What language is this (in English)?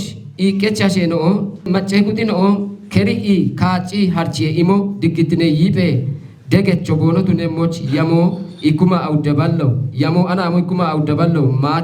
Kafa